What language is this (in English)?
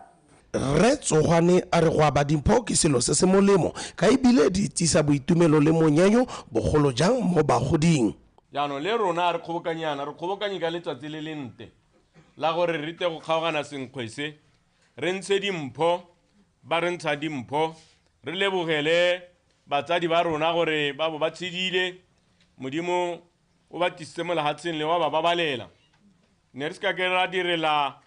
Tswana